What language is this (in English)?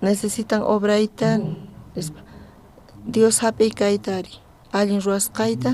South Bolivian Quechua